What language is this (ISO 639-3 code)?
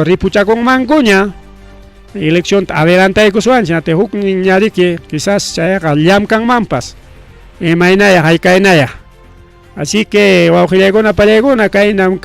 quy